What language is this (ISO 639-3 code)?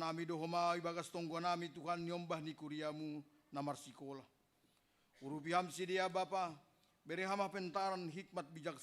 bts